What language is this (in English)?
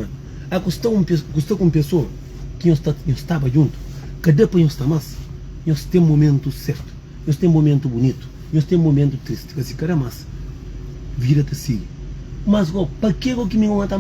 Kabuverdianu